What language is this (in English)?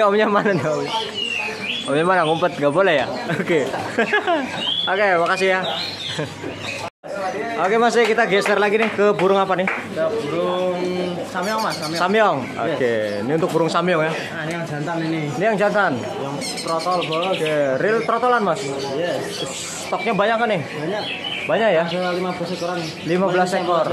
Indonesian